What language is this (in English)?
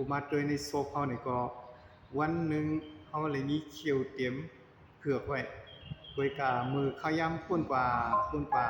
Shan